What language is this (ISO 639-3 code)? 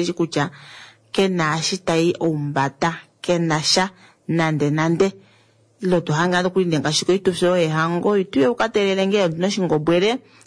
kua